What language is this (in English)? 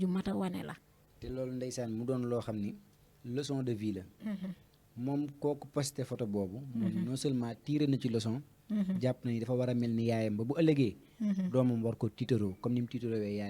Wolof